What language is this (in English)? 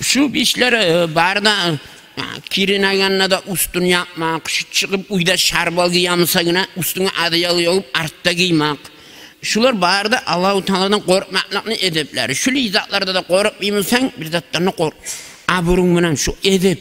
Kumyk